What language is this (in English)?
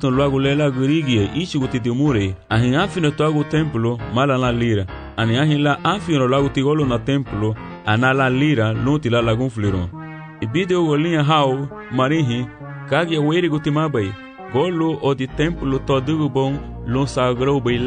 Garifuna